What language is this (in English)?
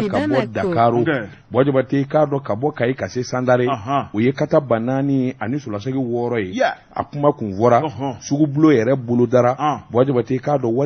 Bambara